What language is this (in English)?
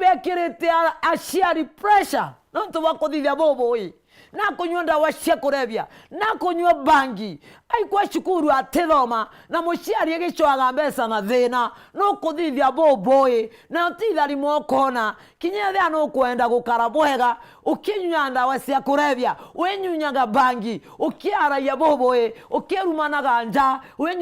Meru